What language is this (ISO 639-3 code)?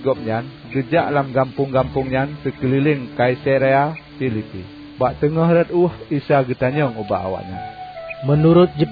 ace